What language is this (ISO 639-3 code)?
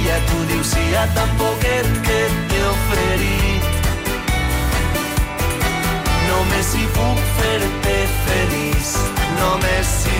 cat